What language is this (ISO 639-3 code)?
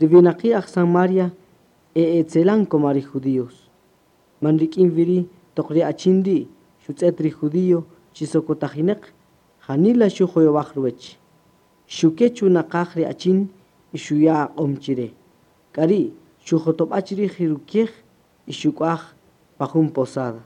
cak